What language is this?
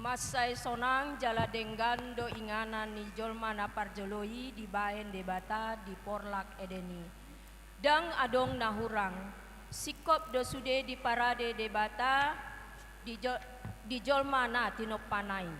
Batak Toba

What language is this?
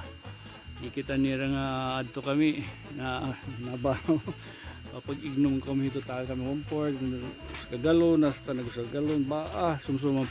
Waray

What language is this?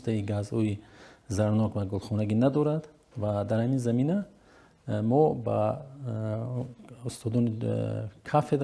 Tajik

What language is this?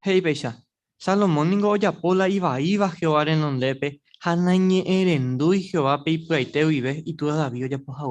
Guarani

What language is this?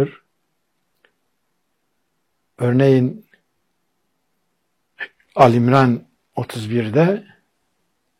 Turkish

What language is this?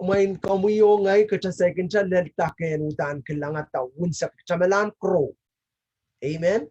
Pohnpeian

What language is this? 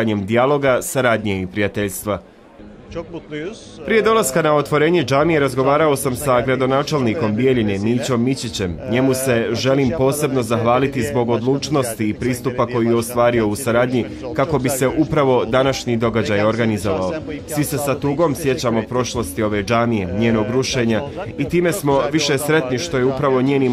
Bosnian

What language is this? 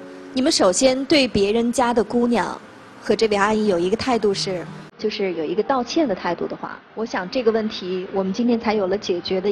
Chinese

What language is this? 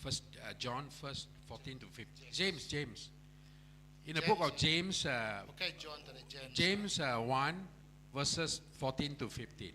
Iban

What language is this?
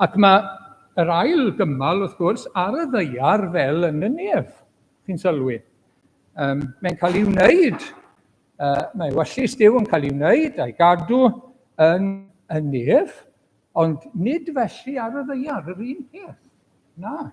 Welsh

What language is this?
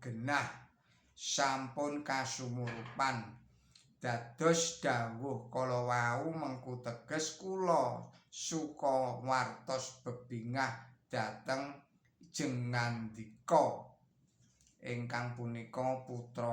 Javanese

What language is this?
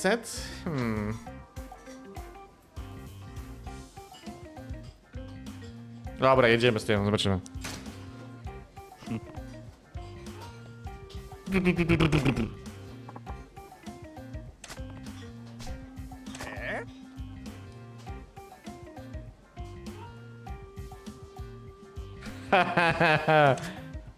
Polish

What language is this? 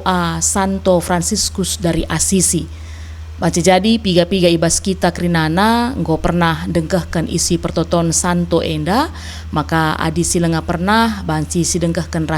Batak Karo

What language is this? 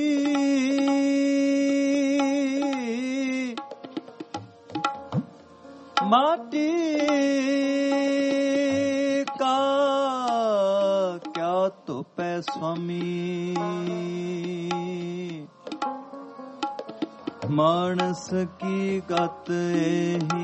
Punjabi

